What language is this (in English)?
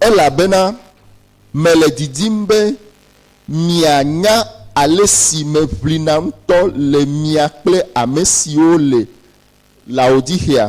Ewe